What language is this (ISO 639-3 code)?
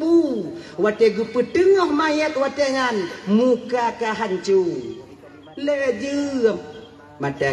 ace